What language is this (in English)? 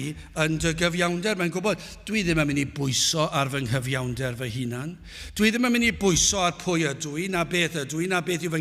Welsh